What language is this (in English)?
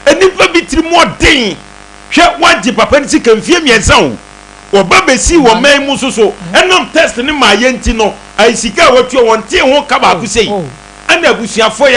Akan